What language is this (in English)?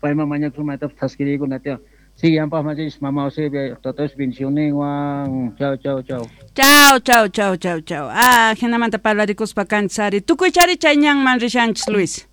South Bolivian Quechua